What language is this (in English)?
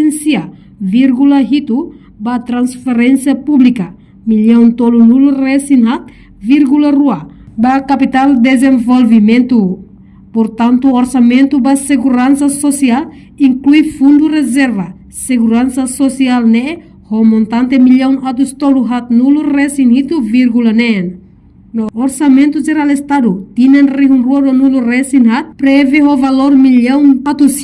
Tetum